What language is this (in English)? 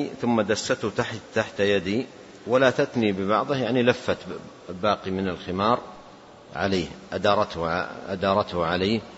Arabic